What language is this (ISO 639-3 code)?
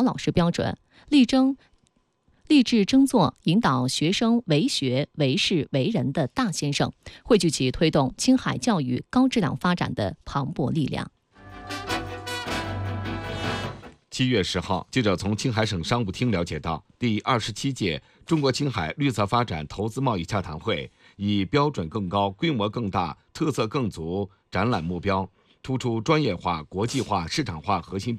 zho